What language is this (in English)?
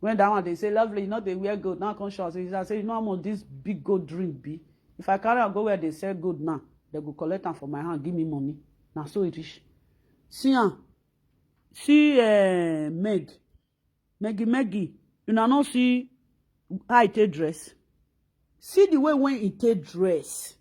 Nigerian Pidgin